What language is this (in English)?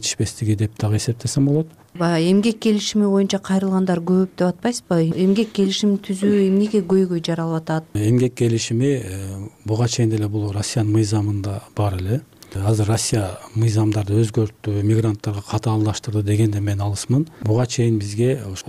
Kyrgyz